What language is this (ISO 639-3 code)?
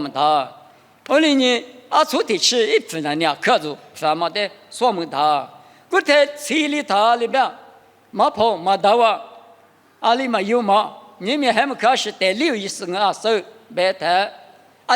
lis